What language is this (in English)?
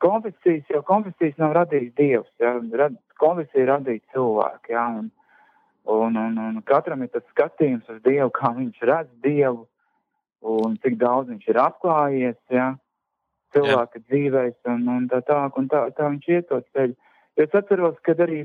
Latvian